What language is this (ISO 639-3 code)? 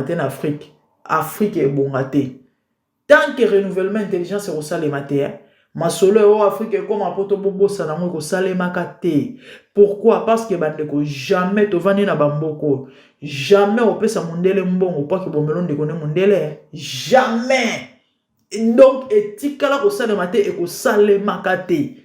lin